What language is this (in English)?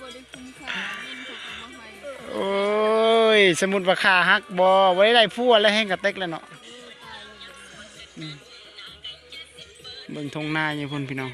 Lao